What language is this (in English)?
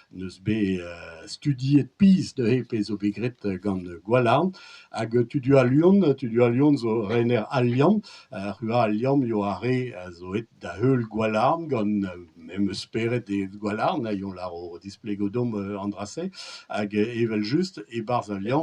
Breton